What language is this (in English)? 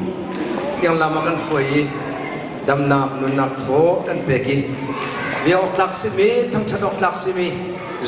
Hakha Chin